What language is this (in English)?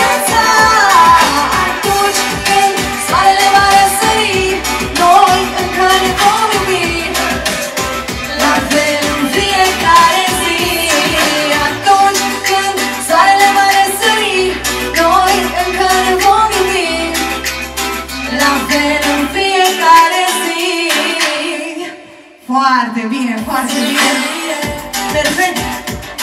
Romanian